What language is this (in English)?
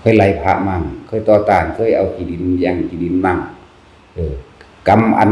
Northeastern Thai